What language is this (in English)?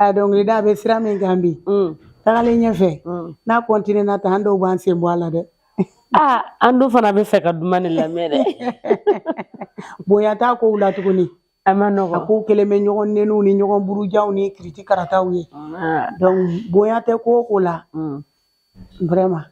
Bambara